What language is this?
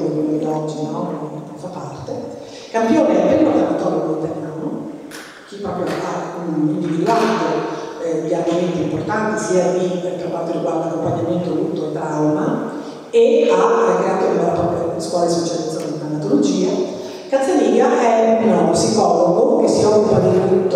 Italian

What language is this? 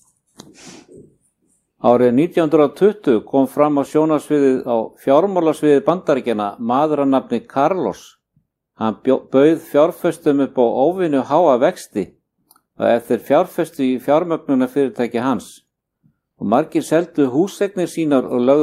Icelandic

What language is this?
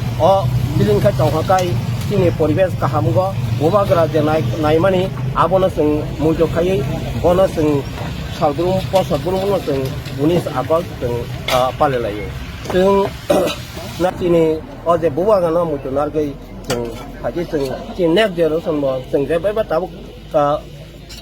Kok Borok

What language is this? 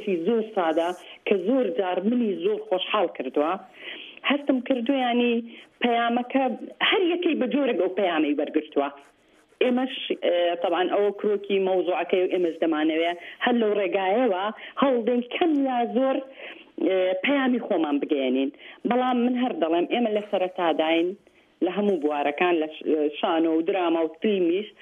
Central Kurdish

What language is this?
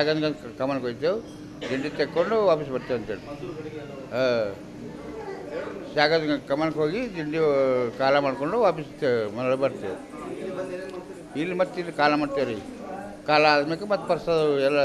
Kannada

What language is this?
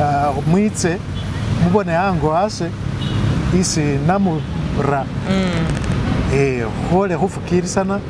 Masaaba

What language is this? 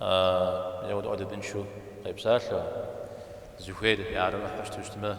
Kabardian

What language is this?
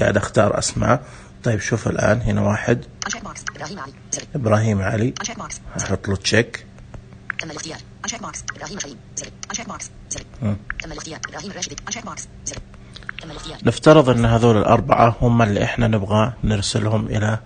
Najdi Arabic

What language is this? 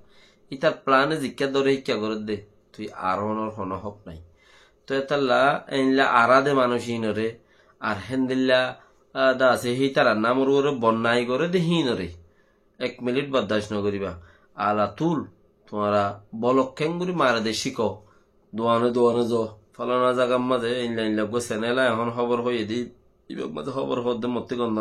Rohingya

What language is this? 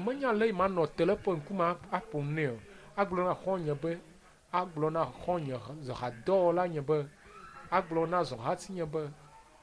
Ewe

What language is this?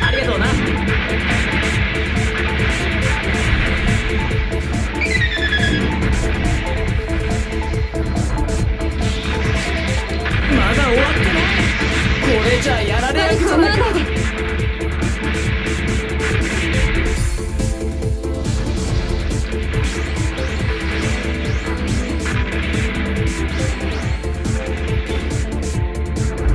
Japanese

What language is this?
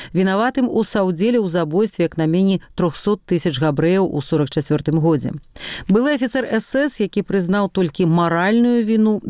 Belarusian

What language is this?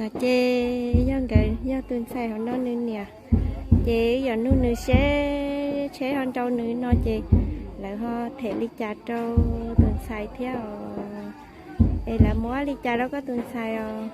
Hmong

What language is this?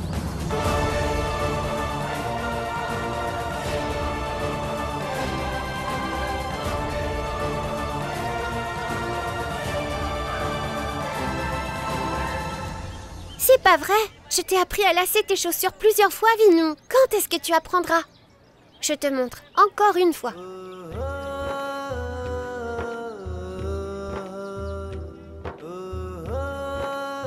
French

